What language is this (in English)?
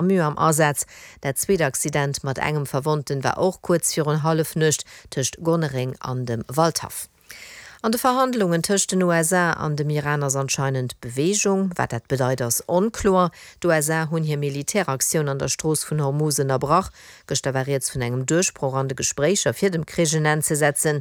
Luxembourgish